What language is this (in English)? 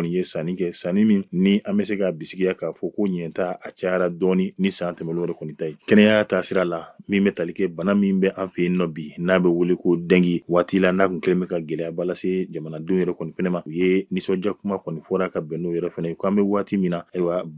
Bambara